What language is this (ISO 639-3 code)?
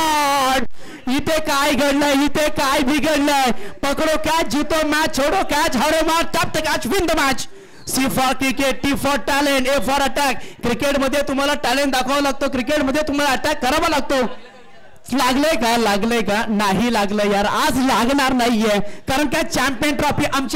mar